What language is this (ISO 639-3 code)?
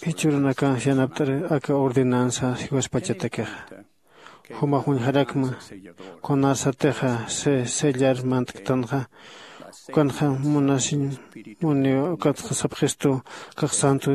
aym